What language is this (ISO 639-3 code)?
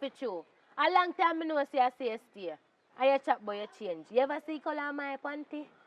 jam